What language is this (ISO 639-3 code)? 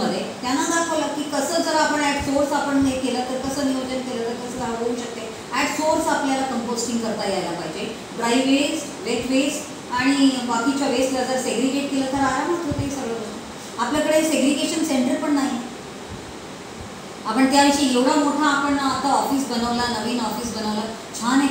mar